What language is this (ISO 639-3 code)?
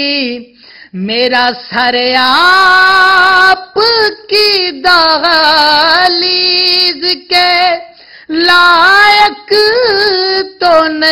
urd